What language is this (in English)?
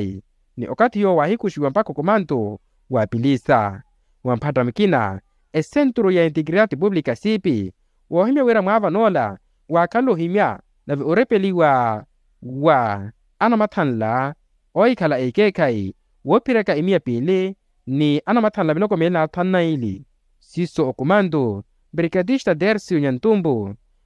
Makhuwa